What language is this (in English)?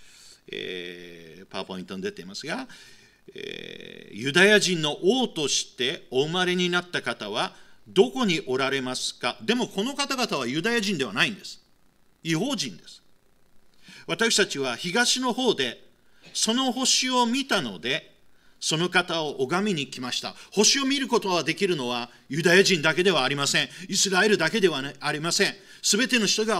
Japanese